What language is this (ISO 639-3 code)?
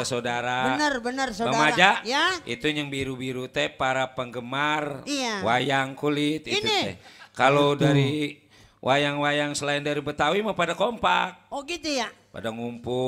bew